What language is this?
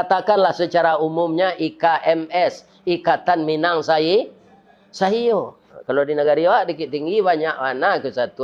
Minangkabau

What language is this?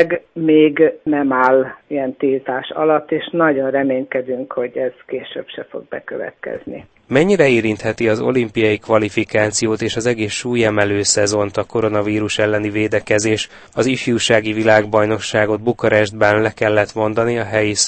Hungarian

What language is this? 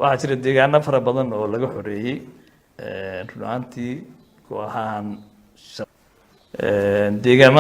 Somali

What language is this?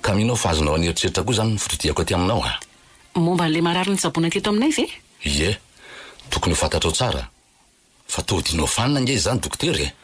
Malagasy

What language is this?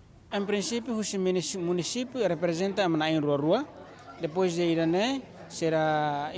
Tetum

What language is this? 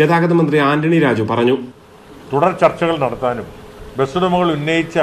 Malayalam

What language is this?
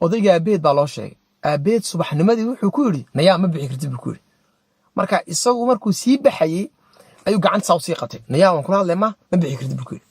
Somali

